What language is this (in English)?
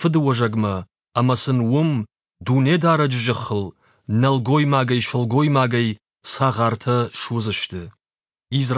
Ossetic